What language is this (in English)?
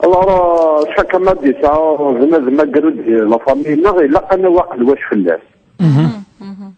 Kabyle